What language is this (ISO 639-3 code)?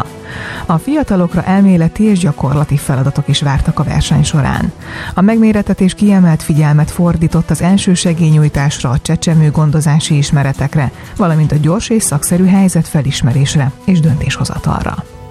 hun